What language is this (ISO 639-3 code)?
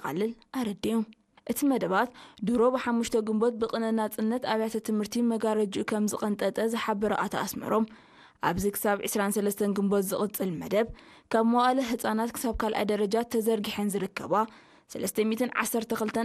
tir